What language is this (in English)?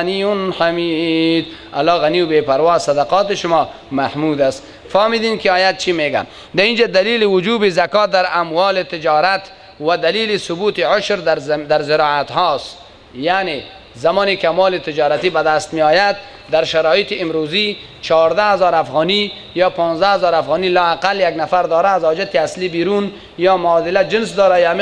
Persian